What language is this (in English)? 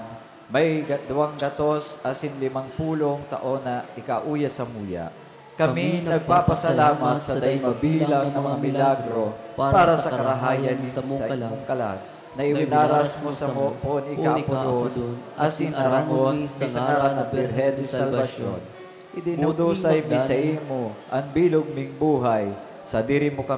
Bikol